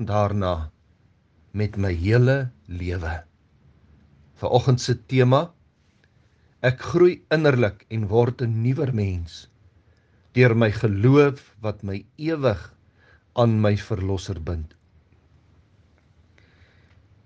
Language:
Afrikaans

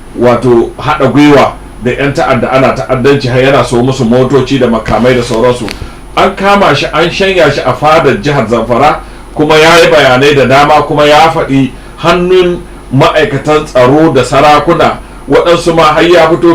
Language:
Hausa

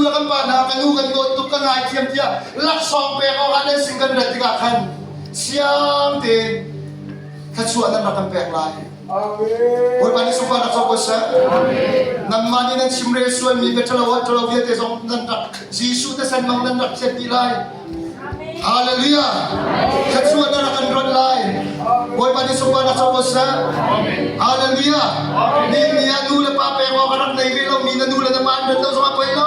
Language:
Hakha Chin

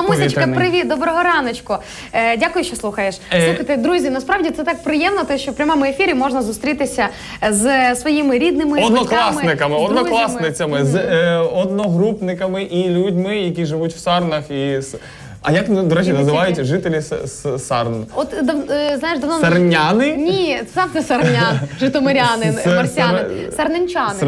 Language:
Ukrainian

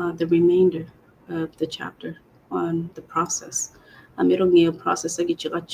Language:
Acoli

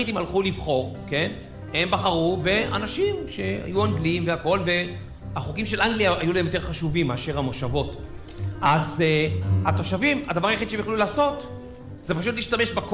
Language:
Hebrew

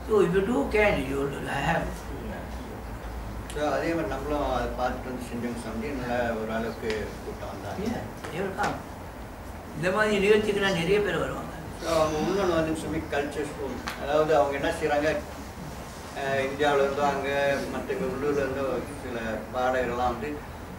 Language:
Tamil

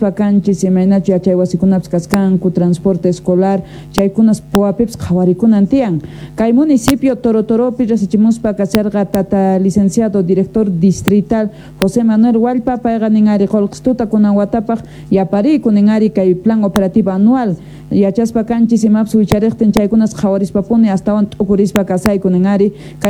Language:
Quechua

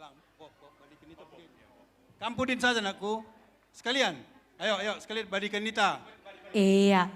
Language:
Batak Karo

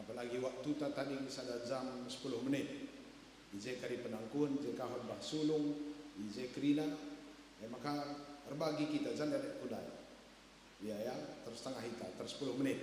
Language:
Batak Karo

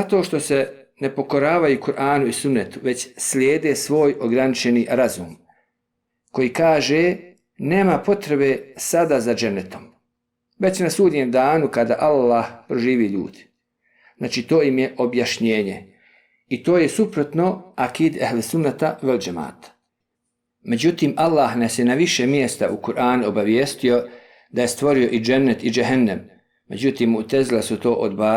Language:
Bosnian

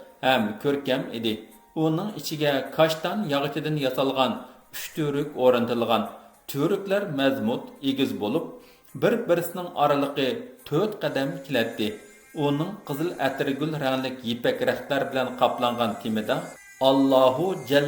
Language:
Uyghur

